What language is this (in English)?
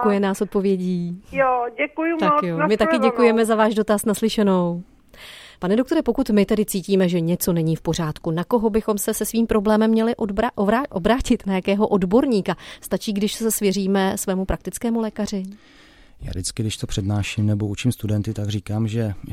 Czech